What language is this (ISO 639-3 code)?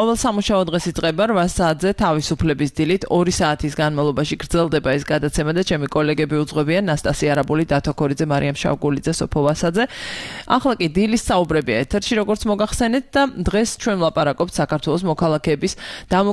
kat